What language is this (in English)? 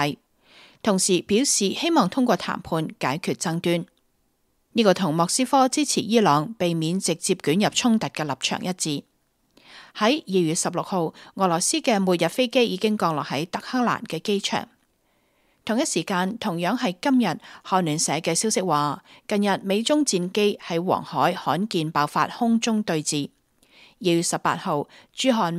Cantonese